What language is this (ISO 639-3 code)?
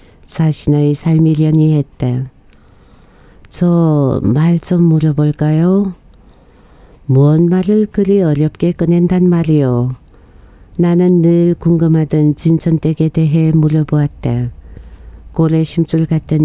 kor